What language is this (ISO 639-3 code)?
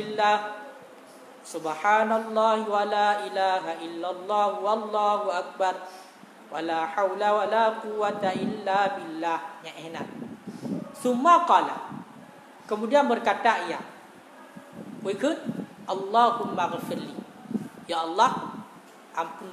msa